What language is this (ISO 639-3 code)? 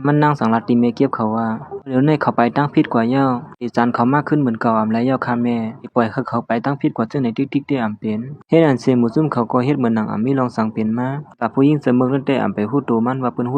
lao